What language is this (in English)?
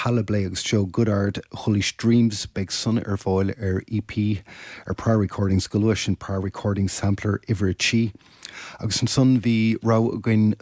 Irish